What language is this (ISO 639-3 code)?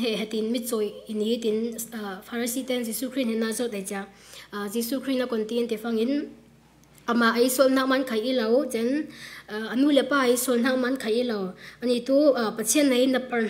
cfm